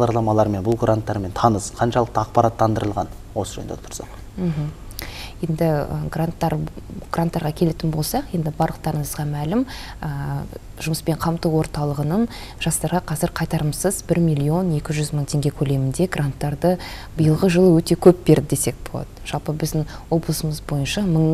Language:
Kazakh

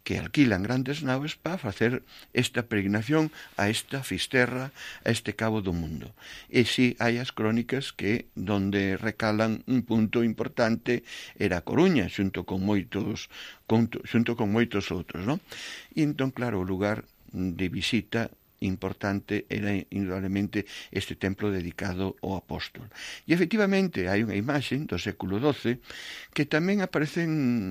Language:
Galician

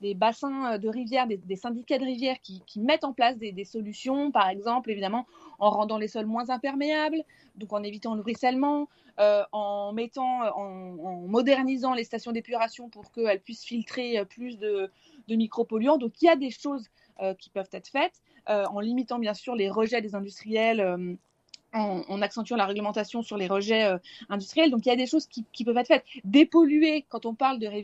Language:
French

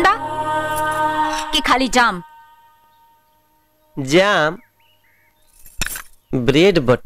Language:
Bhojpuri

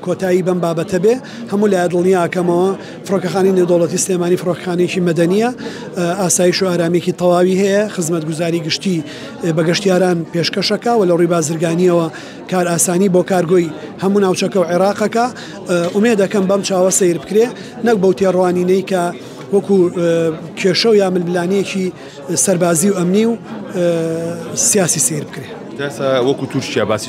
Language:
Central Kurdish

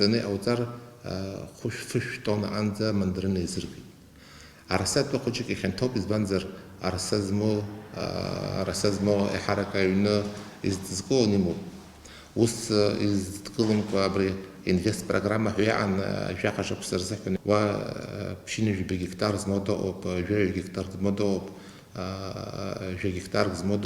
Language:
Abkhazian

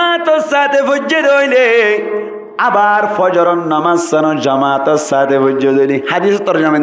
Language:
Rohingya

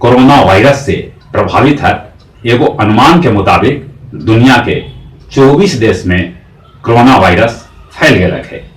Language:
Magahi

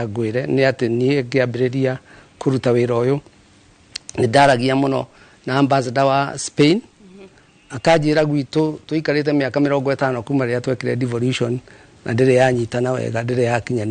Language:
Kikuyu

